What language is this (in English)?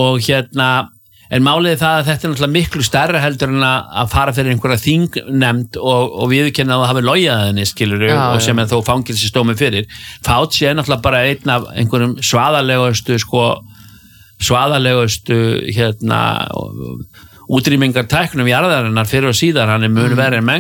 Icelandic